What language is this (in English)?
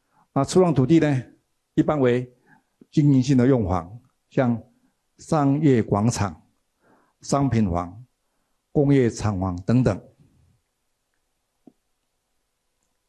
Chinese